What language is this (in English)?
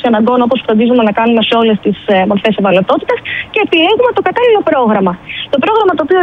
Greek